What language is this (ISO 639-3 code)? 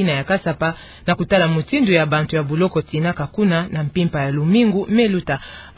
ktu